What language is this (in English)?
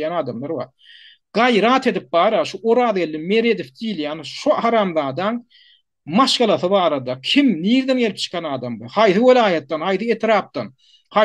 Turkmen